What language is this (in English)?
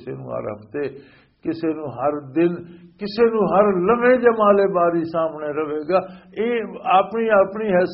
Western Panjabi